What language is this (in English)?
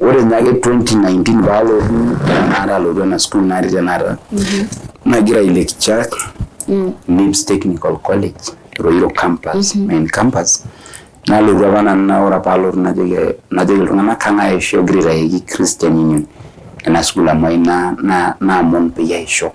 Masai